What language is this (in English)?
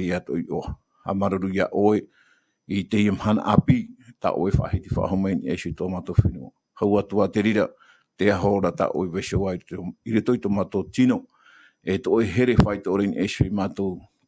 Tahitian